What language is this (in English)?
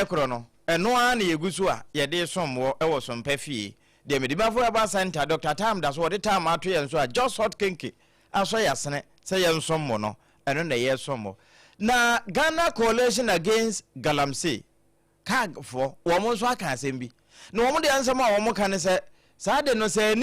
Akan